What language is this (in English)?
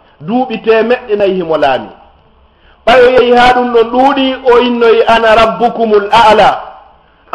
Fula